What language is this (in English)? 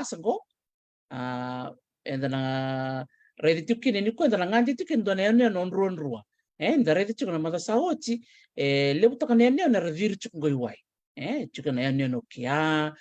Fijian